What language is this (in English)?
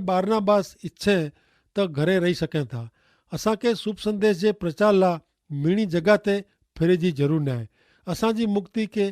Kachhi